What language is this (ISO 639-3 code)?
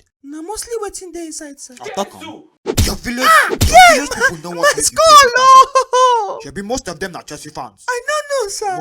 pcm